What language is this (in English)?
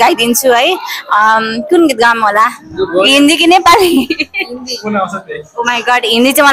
Nepali